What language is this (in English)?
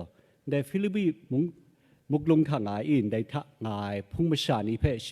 Kachin